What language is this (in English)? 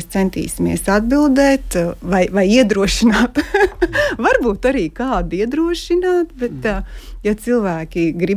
Latvian